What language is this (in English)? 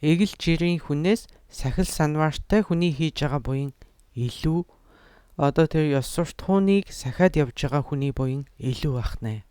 Mongolian